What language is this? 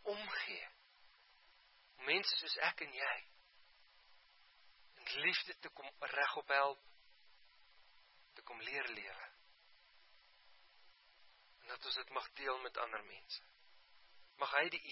Afrikaans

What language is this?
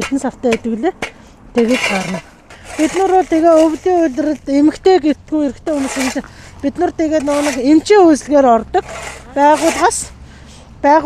Mongolian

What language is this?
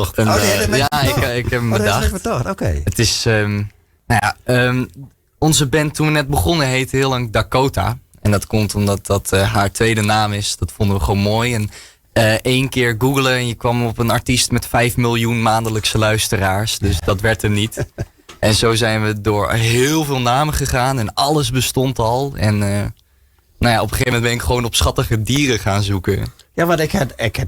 Western Frisian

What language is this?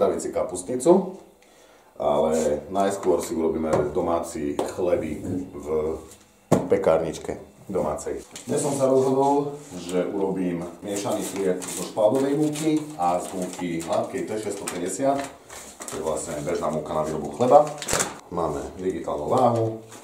Slovak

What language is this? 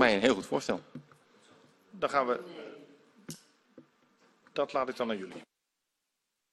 Dutch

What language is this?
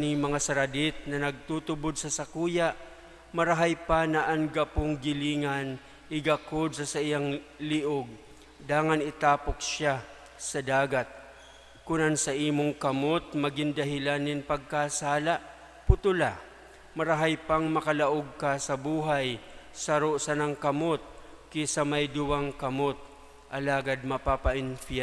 Bikol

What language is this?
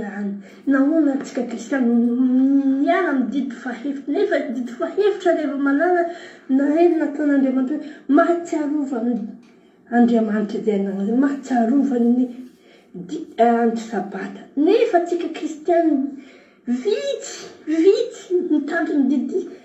Malagasy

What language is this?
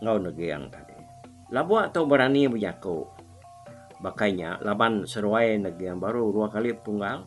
Iban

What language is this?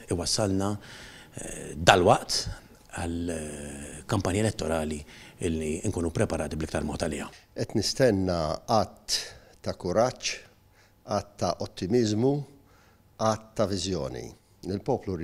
Maltese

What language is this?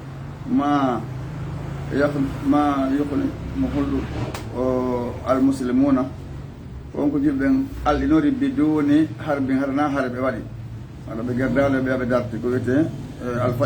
Fula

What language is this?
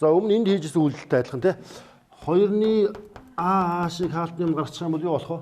Mongolian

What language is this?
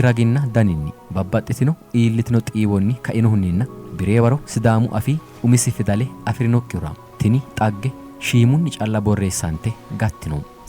Sidamo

